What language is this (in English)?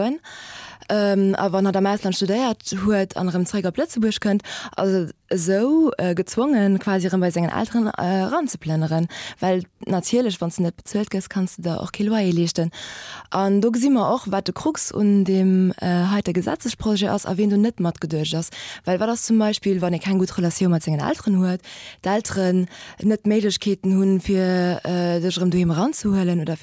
Luxembourgish